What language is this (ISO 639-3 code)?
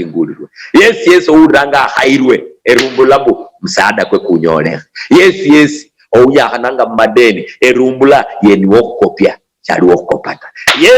luy